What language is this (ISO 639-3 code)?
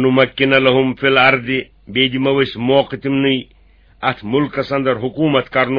kas